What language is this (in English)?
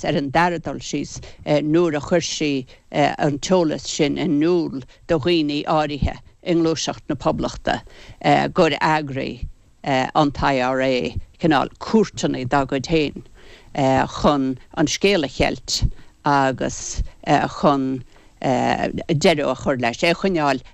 Irish